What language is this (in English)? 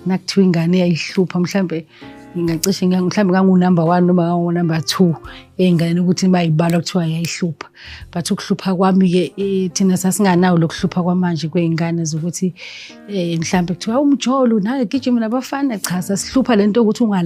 Zulu